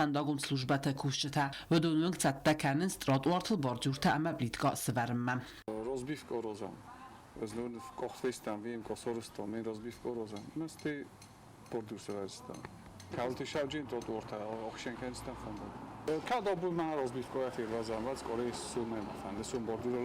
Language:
Ossetic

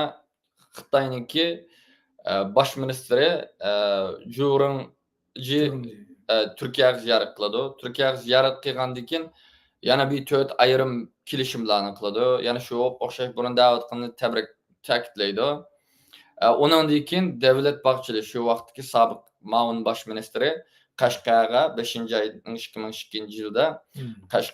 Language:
Uyghur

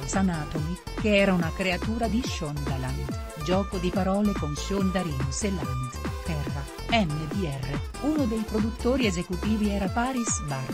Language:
Italian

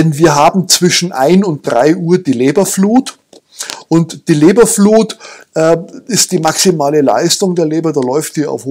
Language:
German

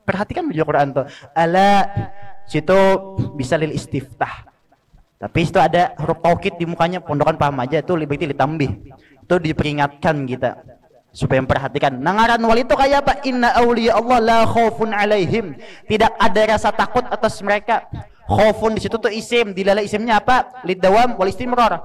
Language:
Banjar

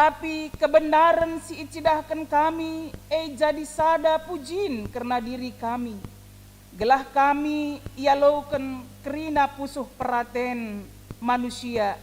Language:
Batak Karo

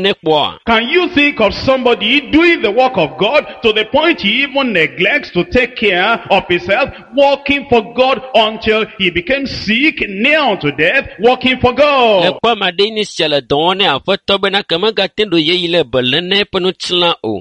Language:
Ewe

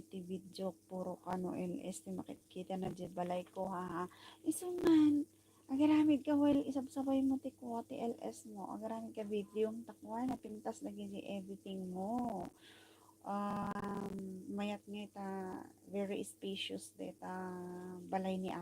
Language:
Iloko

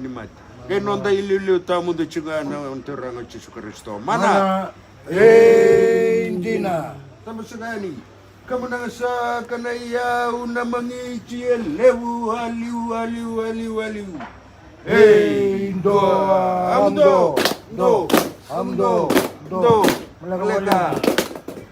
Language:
Fijian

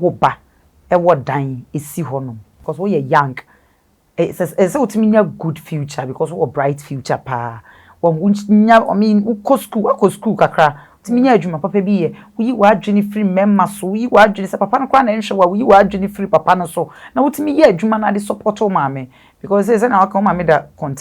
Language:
Akan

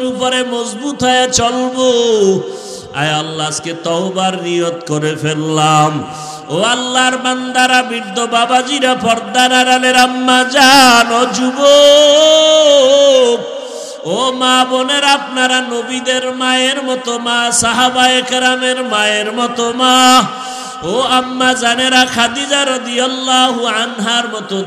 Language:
Bangla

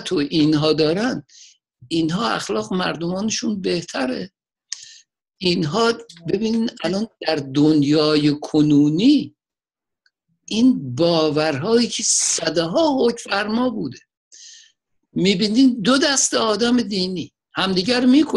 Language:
Persian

